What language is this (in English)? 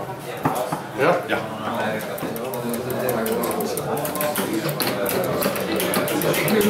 Dutch